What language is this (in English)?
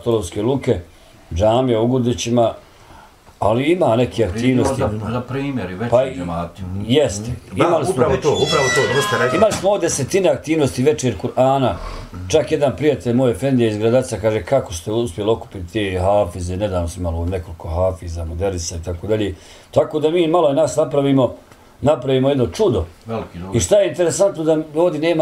Bosnian